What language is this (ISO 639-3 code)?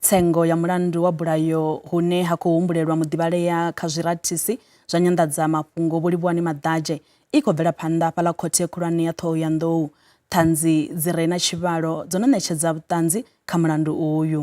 ven